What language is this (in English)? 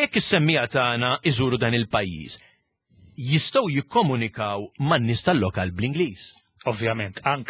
Maltese